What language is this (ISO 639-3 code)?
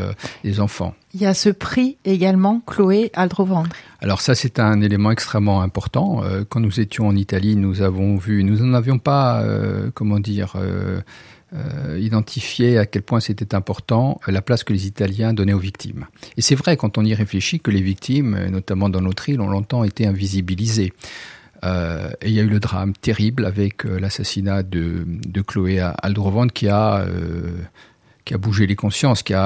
fra